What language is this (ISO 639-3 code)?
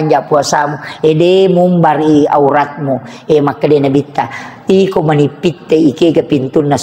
bug